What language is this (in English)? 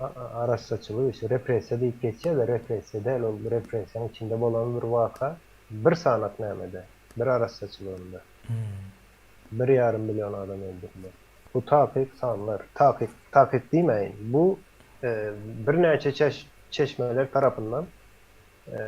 Turkmen